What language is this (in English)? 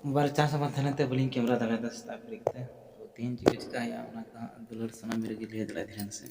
Santali